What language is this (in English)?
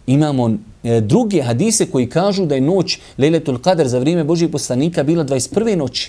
Bosnian